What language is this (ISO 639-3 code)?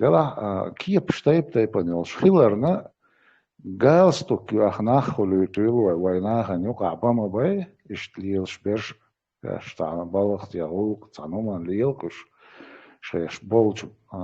che